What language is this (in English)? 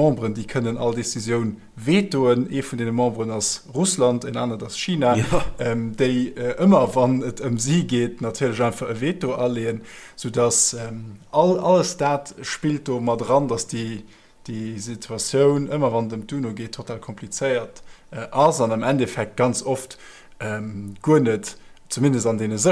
Luxembourgish